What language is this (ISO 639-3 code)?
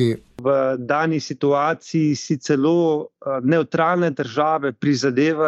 slv